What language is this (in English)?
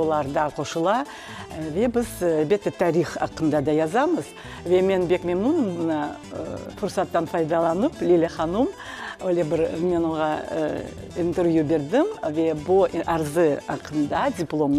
Crimean Tatar